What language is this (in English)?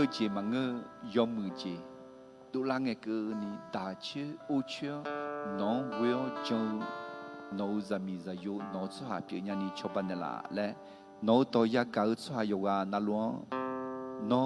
Akha